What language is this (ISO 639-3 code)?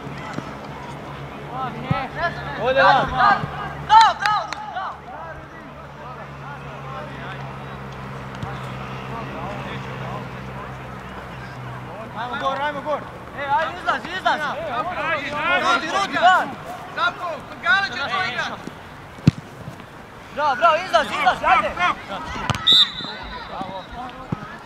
hrv